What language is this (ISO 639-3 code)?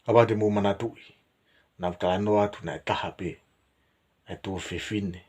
ton